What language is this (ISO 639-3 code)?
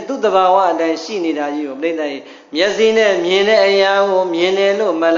mya